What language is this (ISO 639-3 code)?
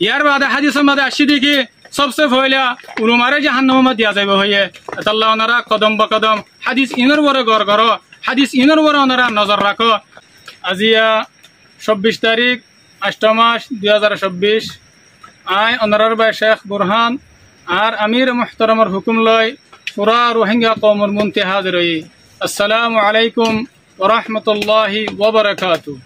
rhg